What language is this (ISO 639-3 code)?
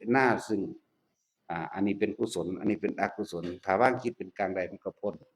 tts